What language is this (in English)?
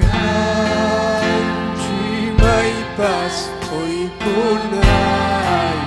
Ayacucho Quechua